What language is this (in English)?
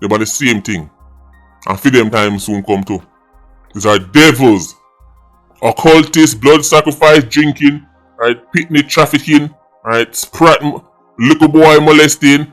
Jamaican Creole English